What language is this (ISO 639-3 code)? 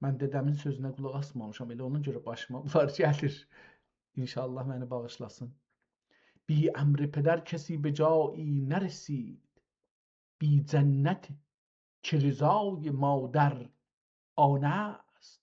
azb